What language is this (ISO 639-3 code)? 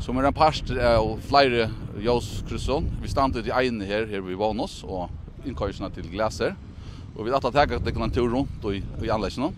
fao